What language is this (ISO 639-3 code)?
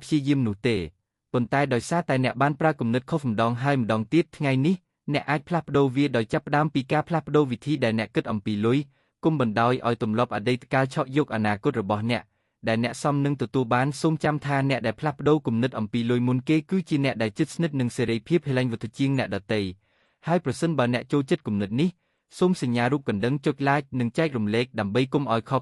khm